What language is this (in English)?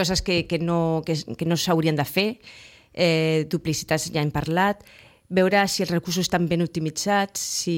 Catalan